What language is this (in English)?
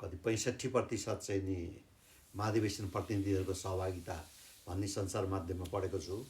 Nepali